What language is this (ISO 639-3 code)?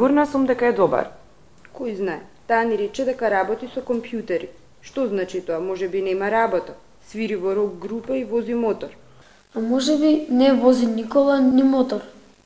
mkd